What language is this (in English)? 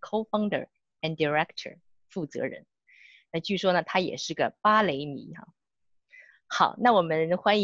Chinese